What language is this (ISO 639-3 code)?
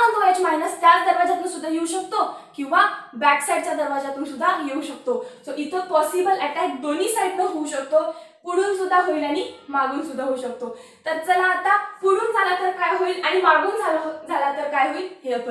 mar